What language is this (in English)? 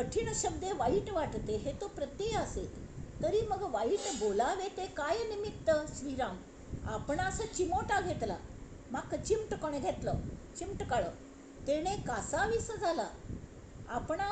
Konkani